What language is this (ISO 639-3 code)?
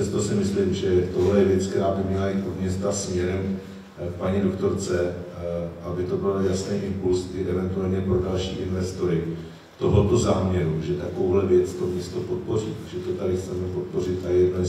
ces